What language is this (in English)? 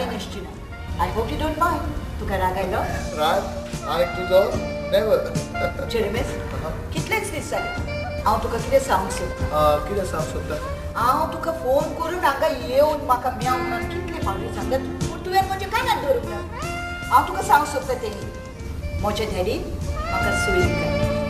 Konkani